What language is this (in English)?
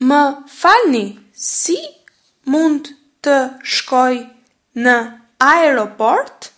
Albanian